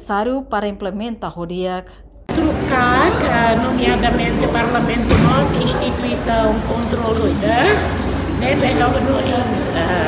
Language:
Tetum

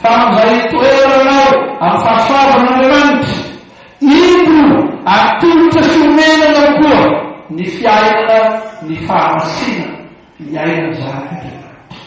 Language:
Malagasy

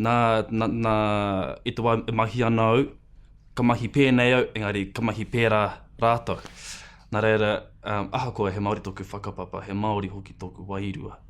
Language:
Māori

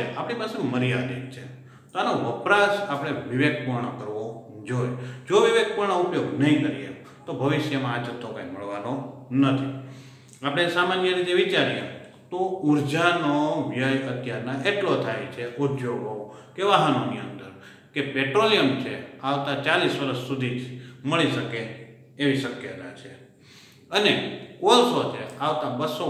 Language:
Gujarati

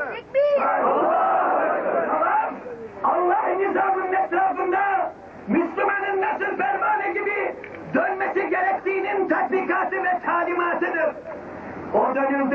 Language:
Turkish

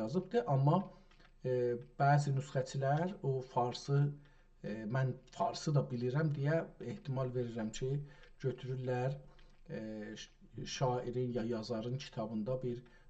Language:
South Azerbaijani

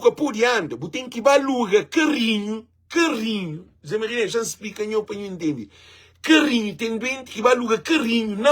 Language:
Kabuverdianu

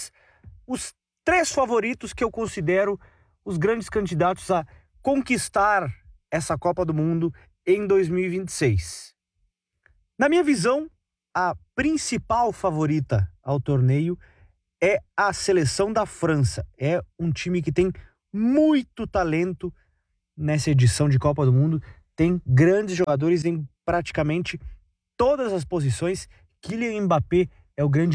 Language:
Portuguese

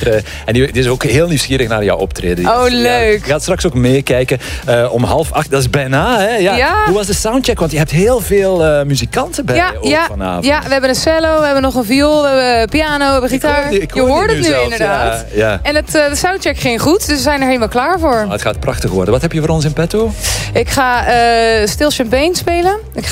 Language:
Dutch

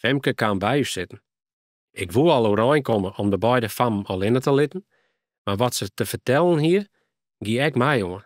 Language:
Western Frisian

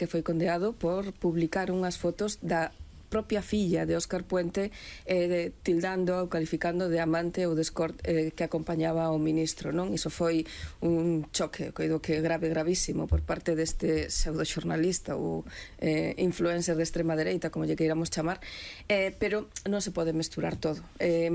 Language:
Galician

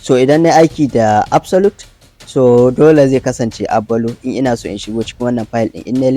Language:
Hausa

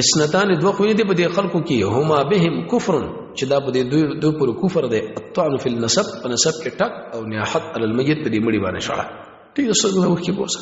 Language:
Pashto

